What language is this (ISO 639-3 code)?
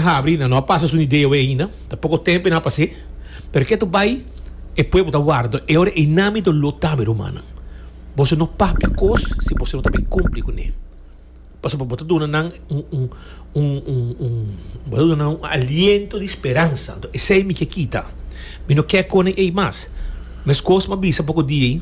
pap